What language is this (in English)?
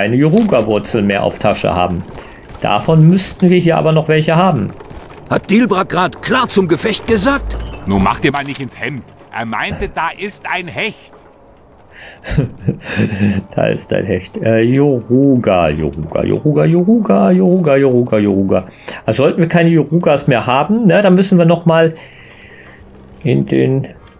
German